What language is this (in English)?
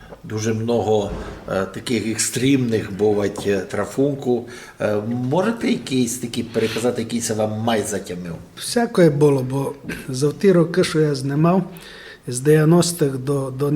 Rusyn